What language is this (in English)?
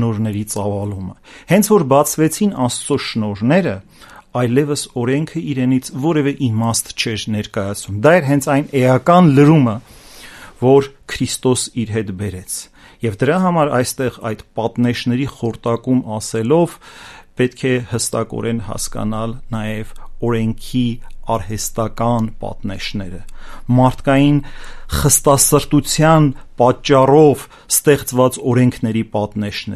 Armenian